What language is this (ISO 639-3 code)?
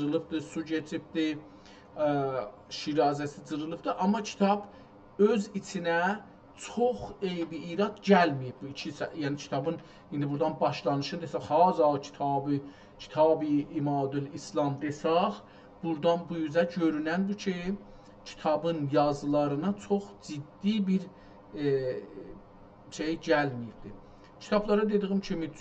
azb